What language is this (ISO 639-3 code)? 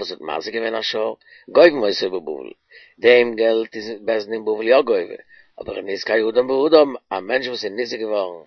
yid